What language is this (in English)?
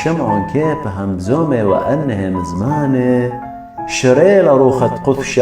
Assyrian Neo-Aramaic